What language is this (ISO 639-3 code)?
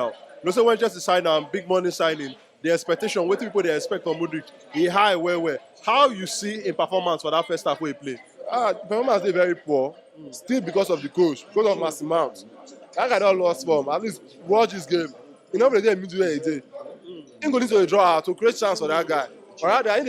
pcm